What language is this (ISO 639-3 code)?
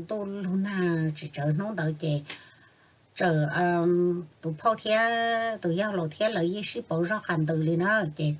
hmn